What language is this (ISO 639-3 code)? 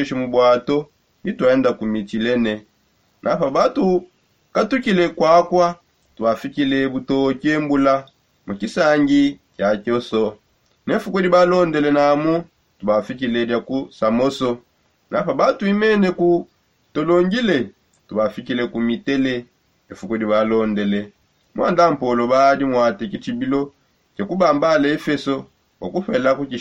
sop